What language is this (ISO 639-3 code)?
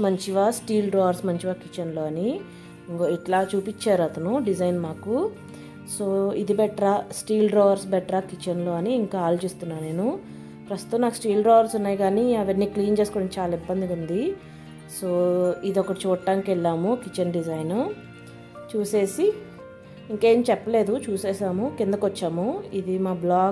tel